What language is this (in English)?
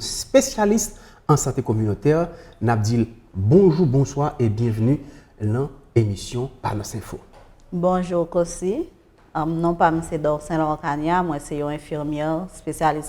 Haitian Creole